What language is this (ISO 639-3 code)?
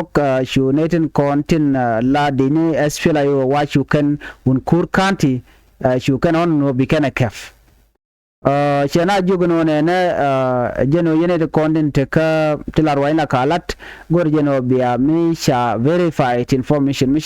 nus